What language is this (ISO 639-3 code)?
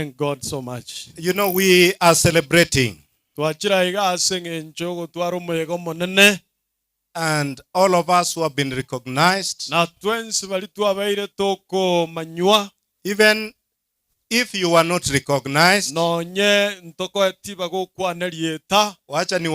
guz